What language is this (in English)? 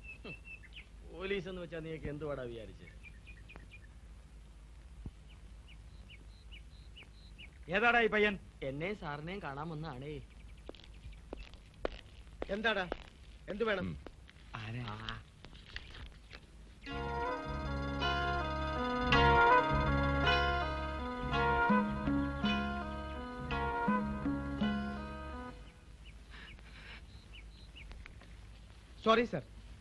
Malayalam